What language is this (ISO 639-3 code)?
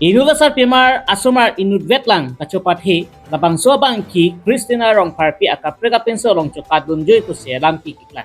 mjw